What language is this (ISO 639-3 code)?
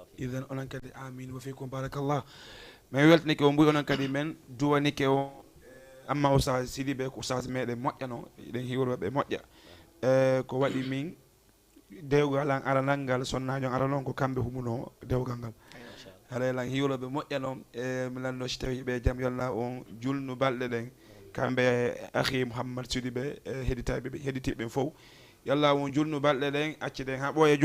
ful